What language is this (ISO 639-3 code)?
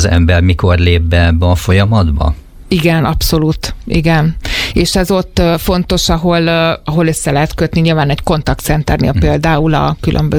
hun